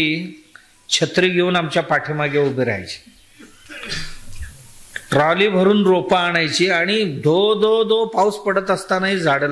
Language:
Marathi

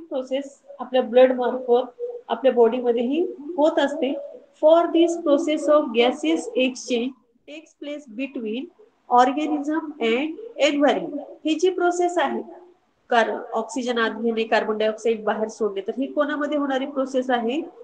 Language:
Marathi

